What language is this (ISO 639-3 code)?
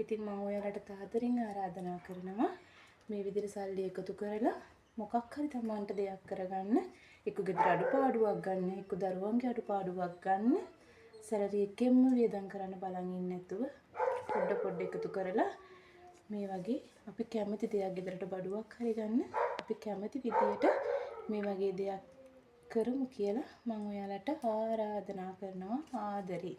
sin